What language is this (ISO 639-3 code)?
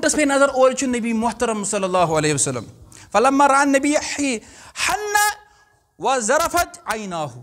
kas